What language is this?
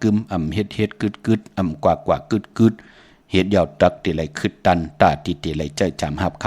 Shan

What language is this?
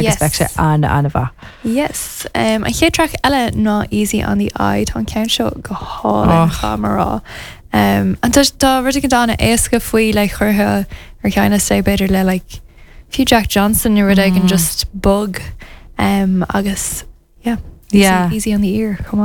Irish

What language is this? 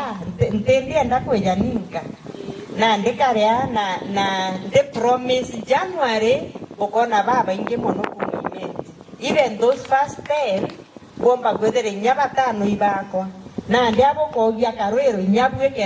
Meru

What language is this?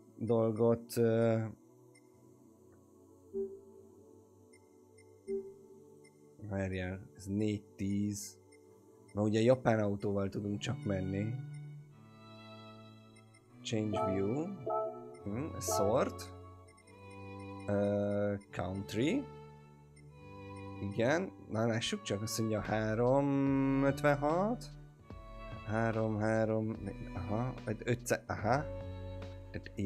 Hungarian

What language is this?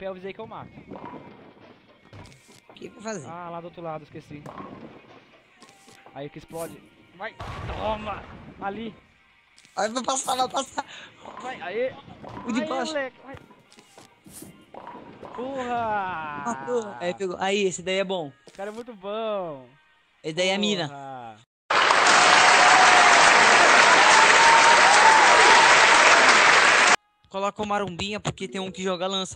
Portuguese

